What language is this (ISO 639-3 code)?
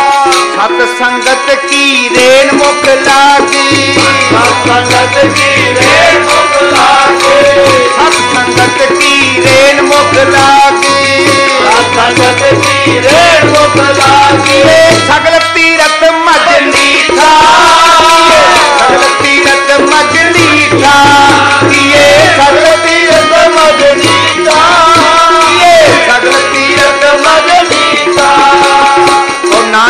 pan